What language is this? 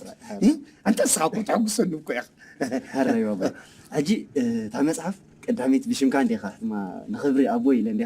Tigrinya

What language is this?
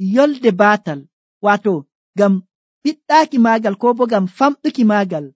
Nigerian Fulfulde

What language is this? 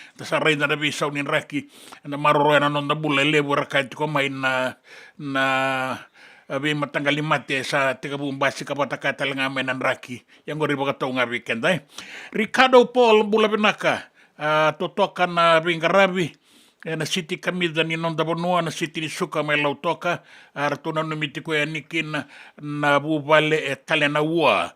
Fijian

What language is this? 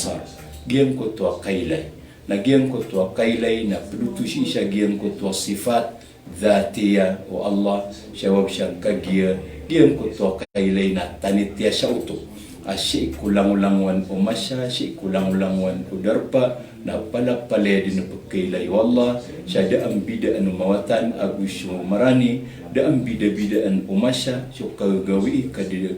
Maranao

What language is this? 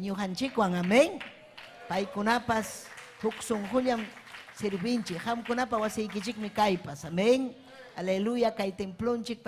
Ayacucho Quechua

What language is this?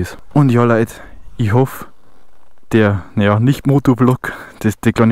Bavarian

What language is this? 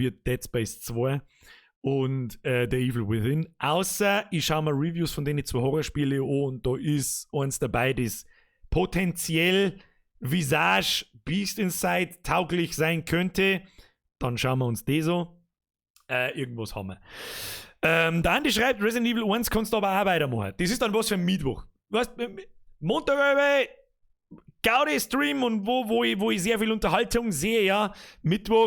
Bavarian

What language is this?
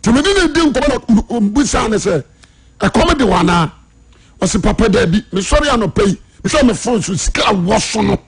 Akan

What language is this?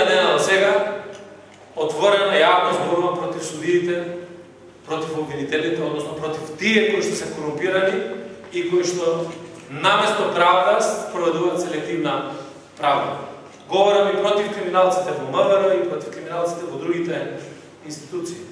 Macedonian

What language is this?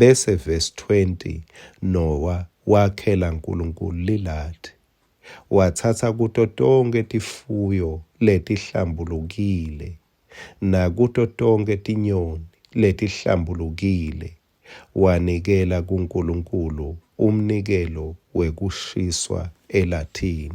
Swati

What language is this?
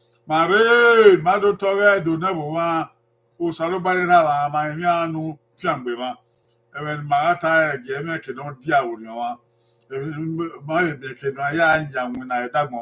Bini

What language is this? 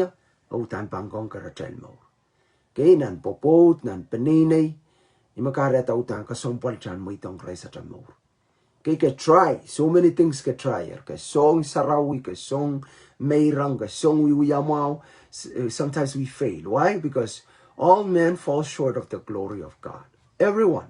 Pohnpeian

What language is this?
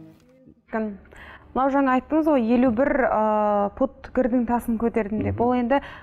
Kazakh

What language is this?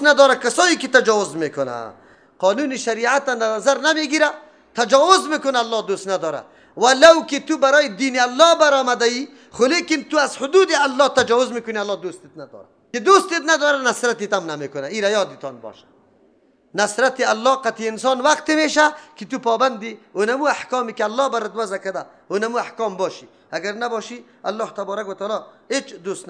Persian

